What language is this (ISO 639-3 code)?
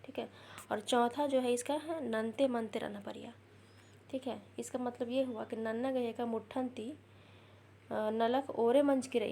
kru